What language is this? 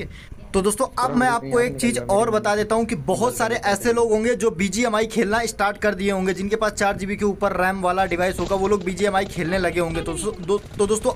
Hindi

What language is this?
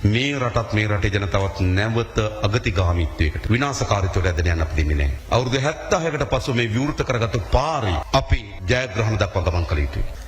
Sinhala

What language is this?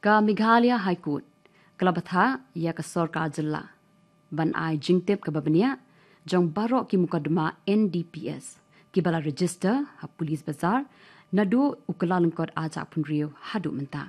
Khasi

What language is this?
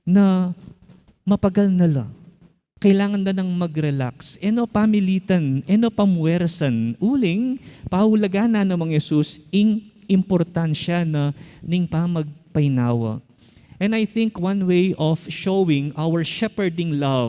Pampanga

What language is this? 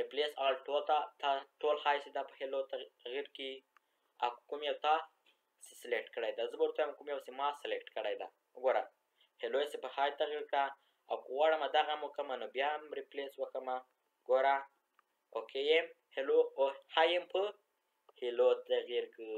Pashto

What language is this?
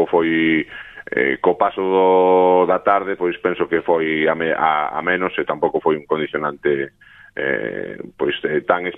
Galician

